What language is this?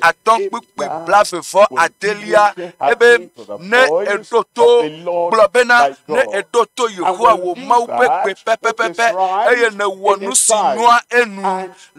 Ewe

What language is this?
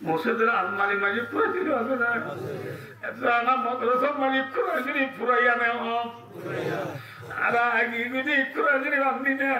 Rohingya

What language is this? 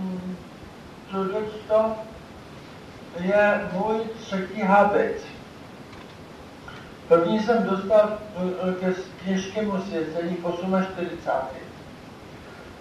Czech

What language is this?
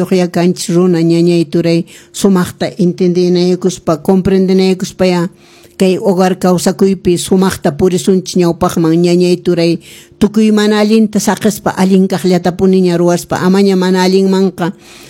Quechua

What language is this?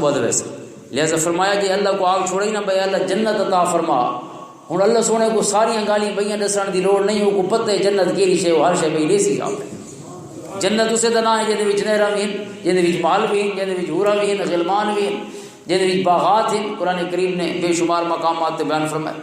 Western Panjabi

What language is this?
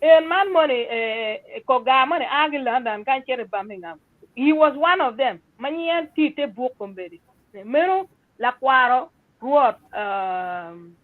Acoli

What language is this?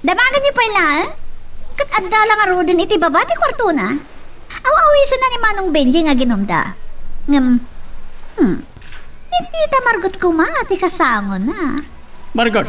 Iloko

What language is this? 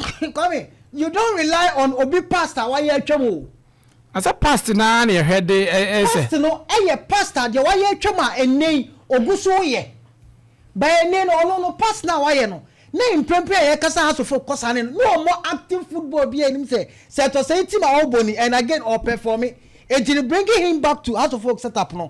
Akan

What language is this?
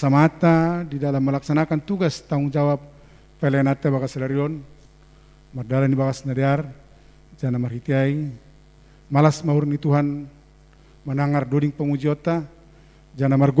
Batak Simalungun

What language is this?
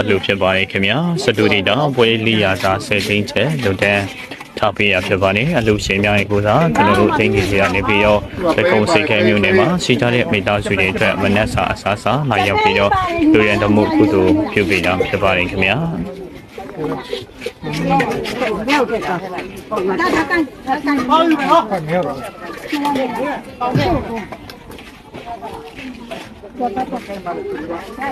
Burmese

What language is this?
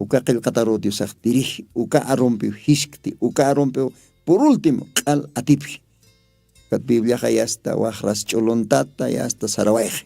Aymara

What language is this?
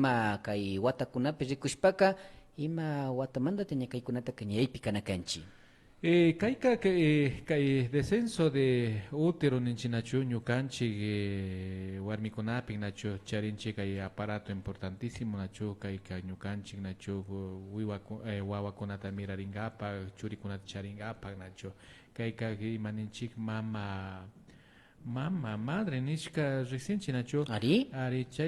Imbabura Highland Quichua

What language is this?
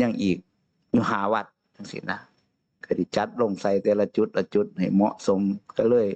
Northeastern Thai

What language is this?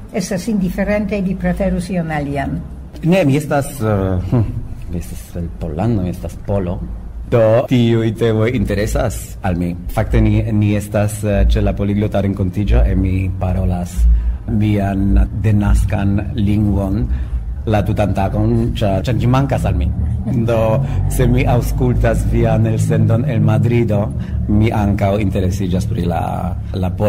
Esperanto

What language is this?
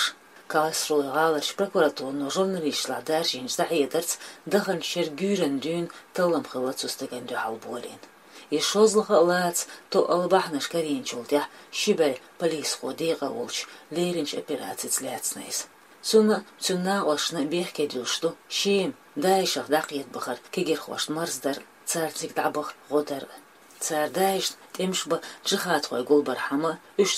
Chechen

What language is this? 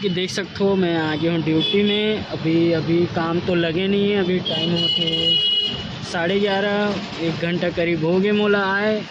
Chhattisgarhi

